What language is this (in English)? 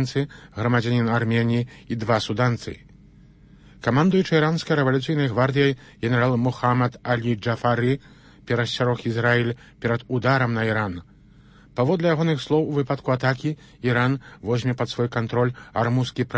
Belarusian